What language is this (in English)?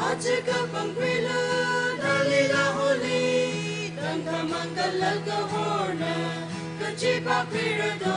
Tangkhul Naga (India)